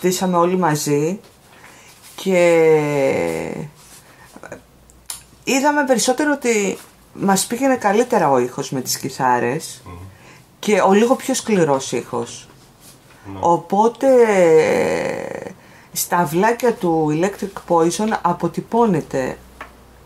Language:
Greek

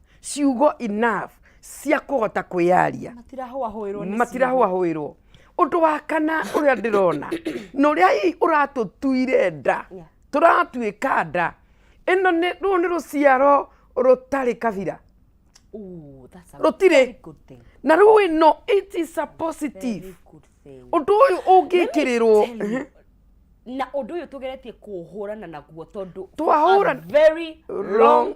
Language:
Kikuyu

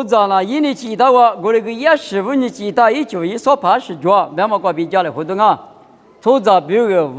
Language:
Lisu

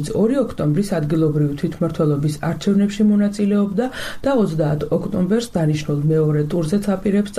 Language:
Georgian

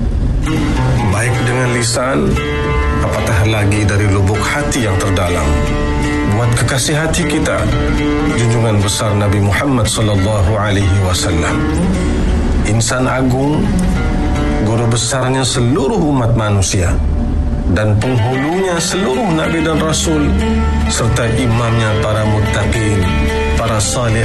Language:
Malay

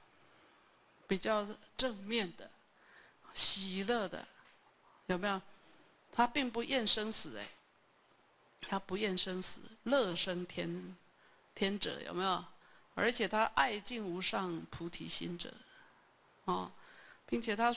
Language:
Chinese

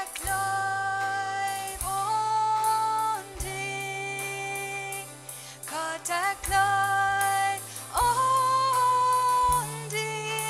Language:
Plautdietsch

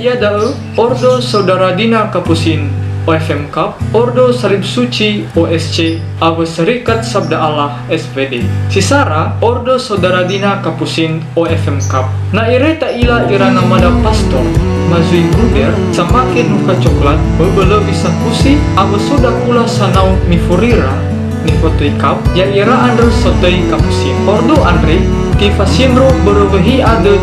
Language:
Nias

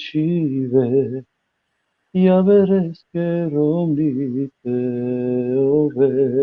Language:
Balkan Romani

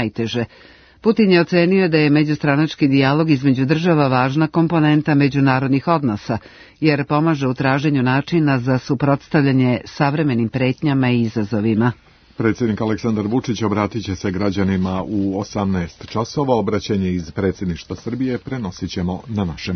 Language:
Serbian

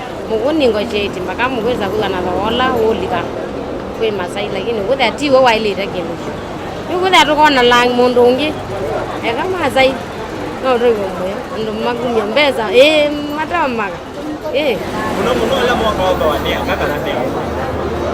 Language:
Kamba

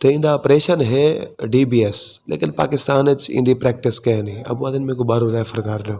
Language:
Western Panjabi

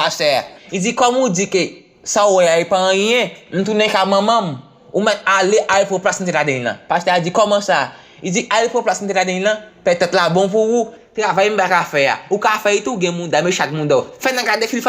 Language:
Haitian Creole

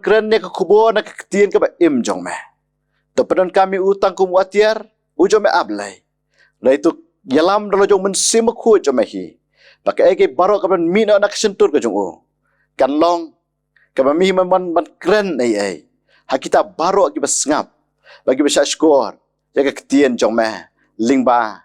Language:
Khasi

